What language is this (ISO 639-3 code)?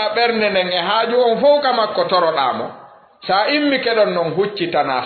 ful